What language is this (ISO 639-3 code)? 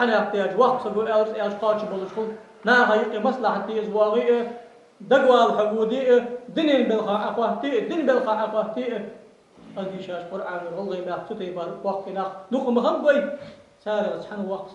inh